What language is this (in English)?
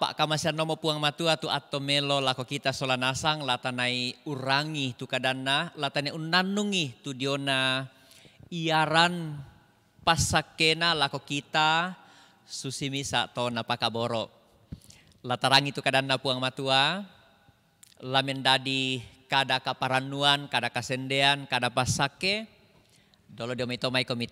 Toraja-Sa'dan